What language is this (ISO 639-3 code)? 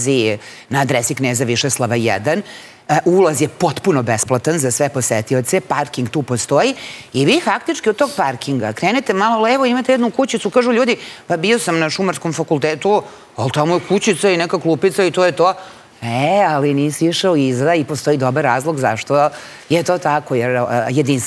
srp